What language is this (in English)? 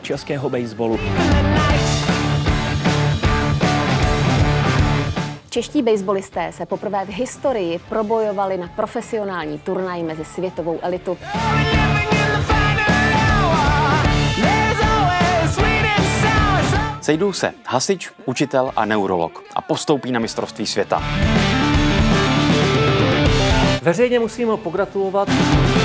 Czech